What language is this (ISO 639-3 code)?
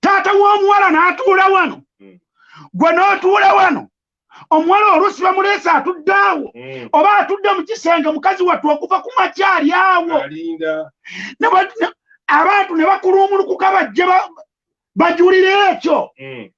lug